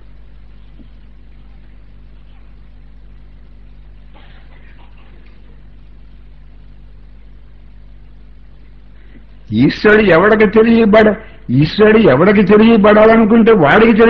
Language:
Telugu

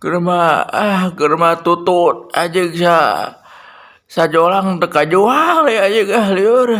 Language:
Sundanese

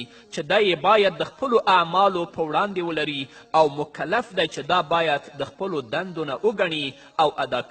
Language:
Pashto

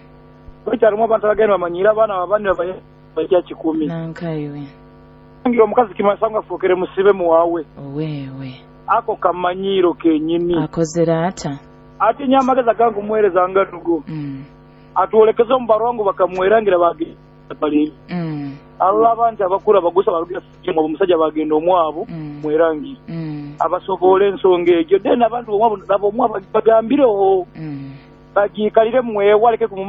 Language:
Nyoro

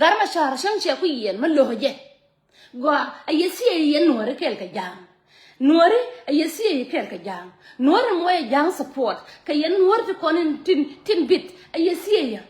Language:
Nuer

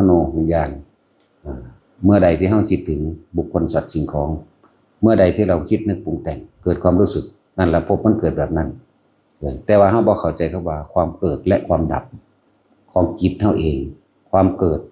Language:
Northeastern Thai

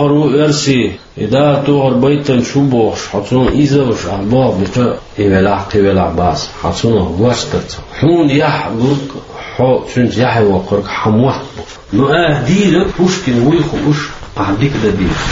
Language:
Chechen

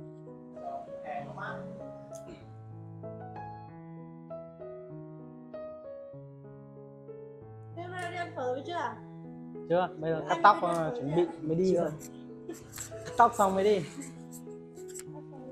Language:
Vietnamese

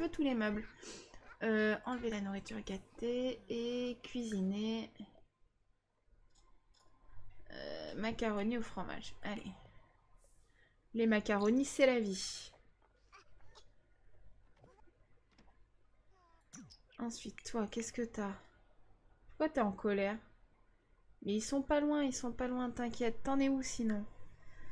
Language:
French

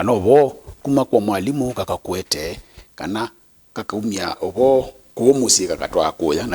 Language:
Kamba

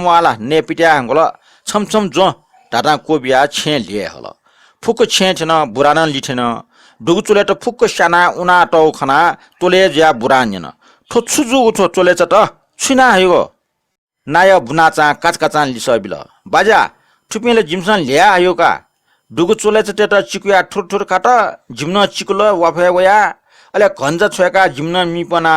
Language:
Newari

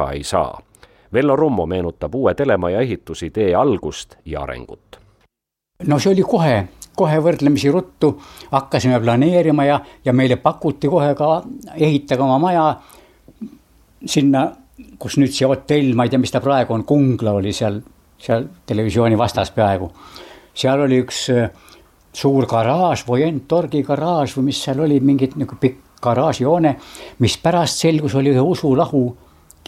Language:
Estonian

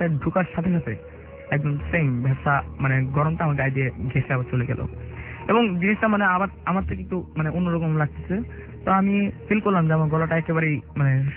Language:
Bangla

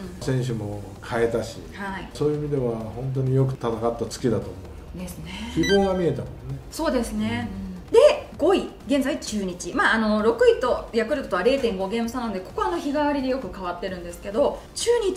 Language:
Japanese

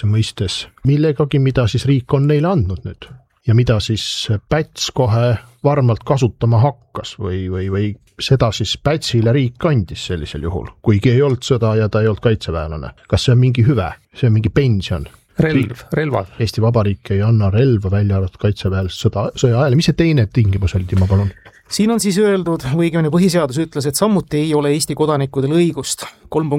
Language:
Estonian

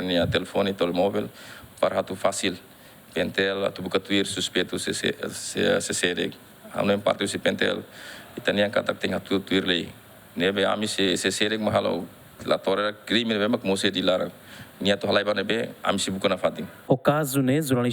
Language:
Tetum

